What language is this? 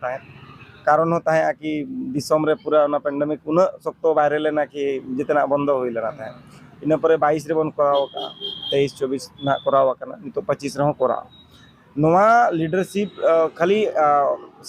Santali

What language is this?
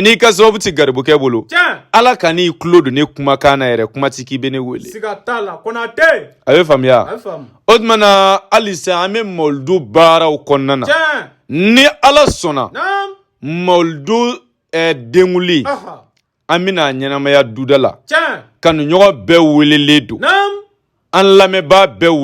Bambara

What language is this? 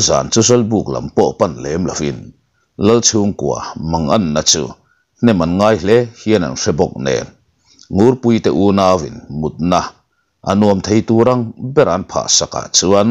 Mizo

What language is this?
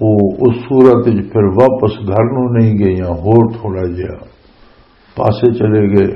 Western Panjabi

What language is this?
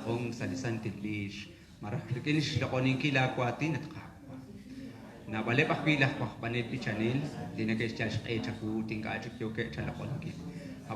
Kekchí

